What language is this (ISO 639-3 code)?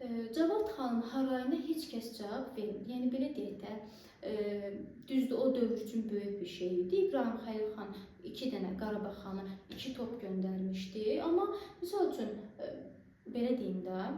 aze